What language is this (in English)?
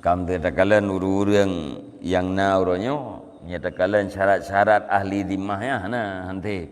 Achinese